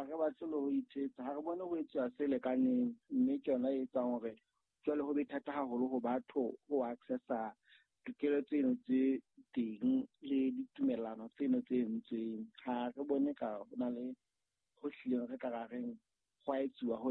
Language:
Southern Sotho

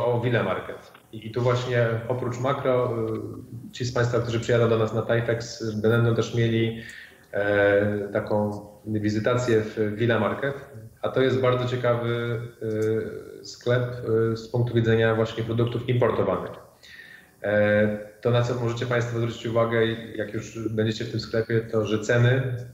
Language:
Polish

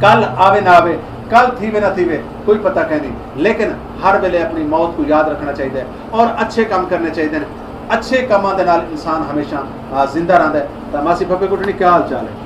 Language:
Saraiki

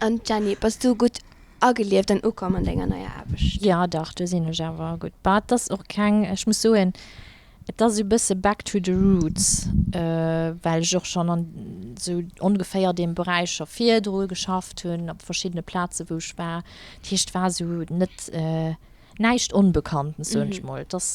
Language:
Luxembourgish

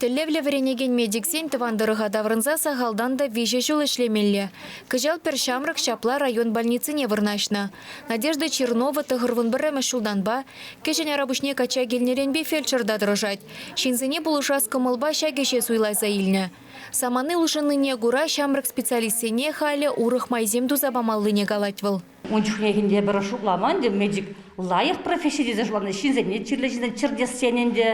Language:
Chuvash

